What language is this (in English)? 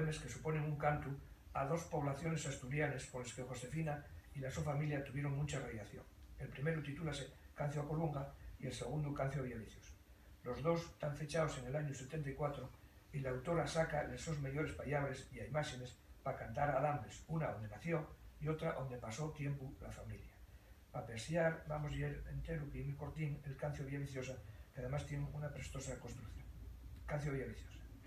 Asturian